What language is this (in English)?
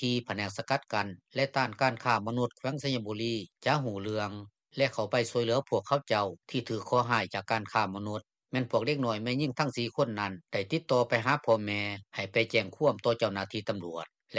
Lao